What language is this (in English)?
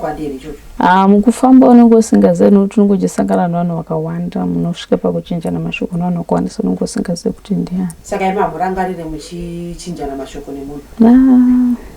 Shona